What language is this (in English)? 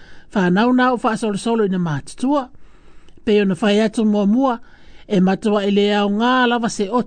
Samoan